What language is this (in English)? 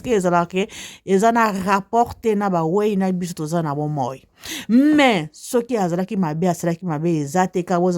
Lingala